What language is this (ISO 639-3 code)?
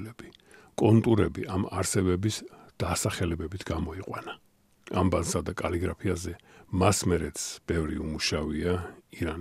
kat